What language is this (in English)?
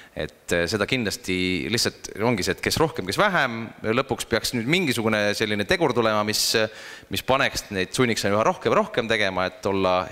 Estonian